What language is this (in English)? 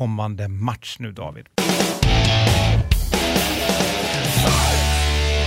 Swedish